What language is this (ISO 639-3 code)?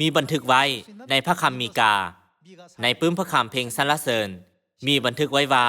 lao